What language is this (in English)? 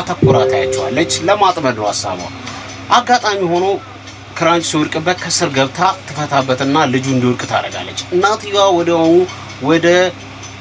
Amharic